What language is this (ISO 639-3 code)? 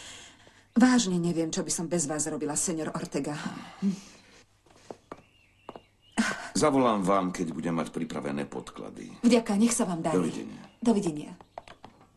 slk